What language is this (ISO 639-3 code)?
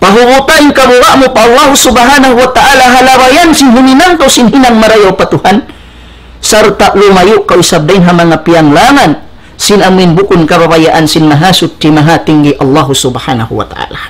tsg